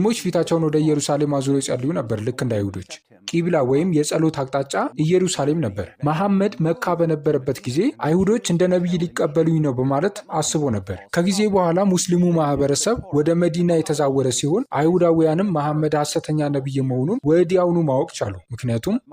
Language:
Amharic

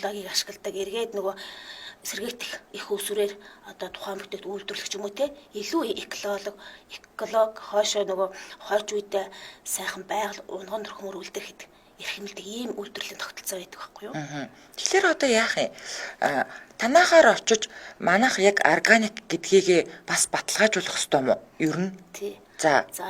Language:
Mongolian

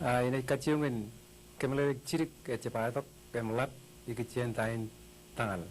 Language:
Marshallese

